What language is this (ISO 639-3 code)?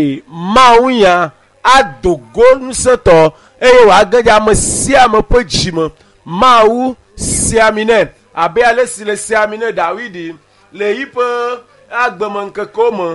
ewe